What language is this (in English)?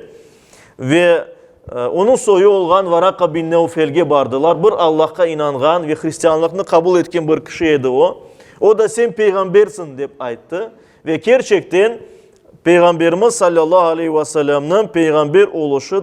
Crimean Tatar